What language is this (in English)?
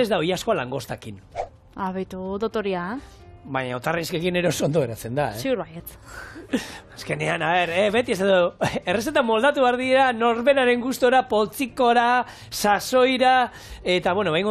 Basque